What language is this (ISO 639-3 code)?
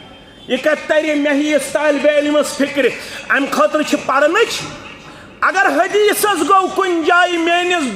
kas